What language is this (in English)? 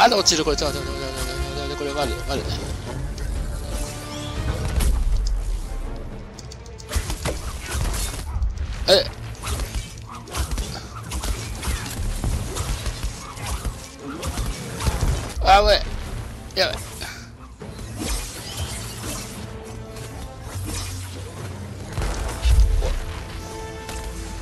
Japanese